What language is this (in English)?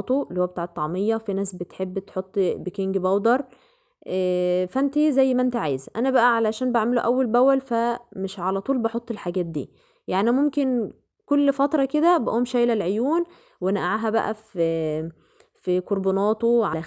Egyptian Arabic